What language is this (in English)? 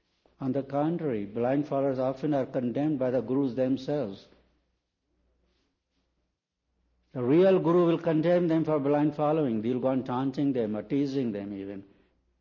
English